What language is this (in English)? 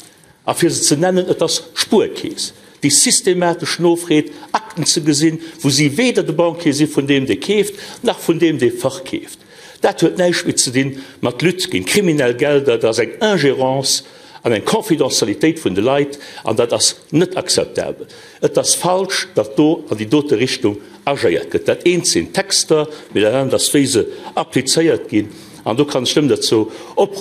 Luxembourgish